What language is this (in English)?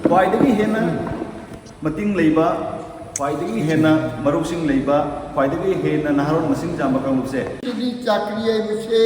Manipuri